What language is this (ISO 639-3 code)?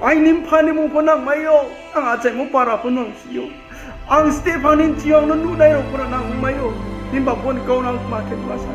ria